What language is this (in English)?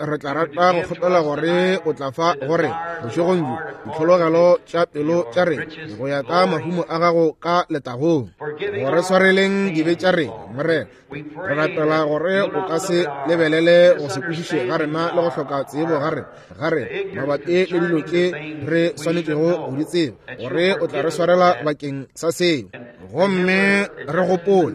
Northern Sotho